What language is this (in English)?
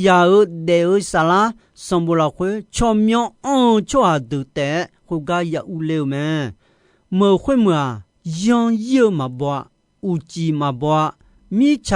Akha